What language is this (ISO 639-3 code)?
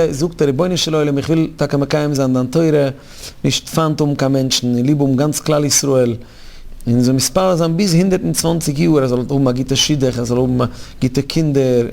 yid